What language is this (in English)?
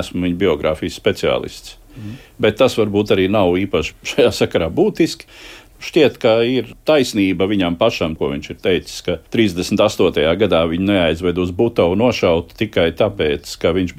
Latvian